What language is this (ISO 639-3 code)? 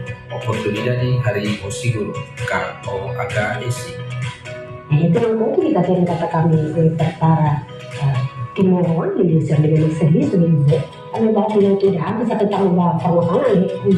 tet